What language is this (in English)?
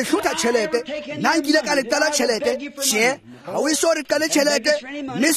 Tswana